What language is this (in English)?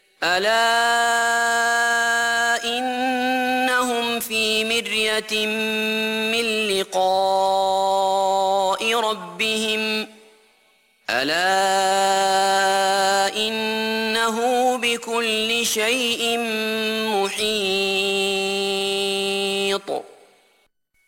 Arabic